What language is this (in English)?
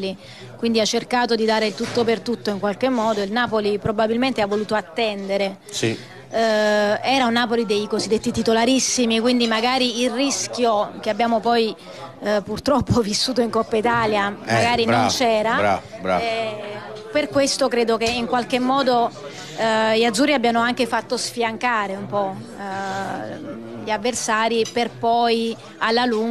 Italian